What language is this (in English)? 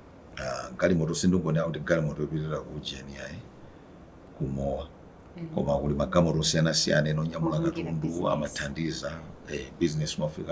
Nyanja